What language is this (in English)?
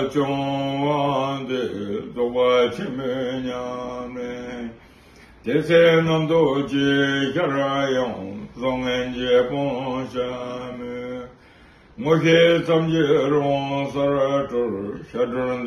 Tibetan